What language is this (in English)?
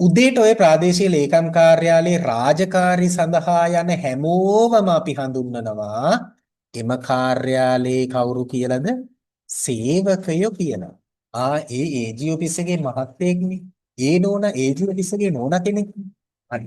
Sinhala